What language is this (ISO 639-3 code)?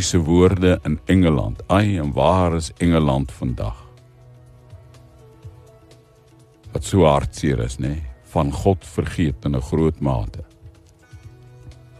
afr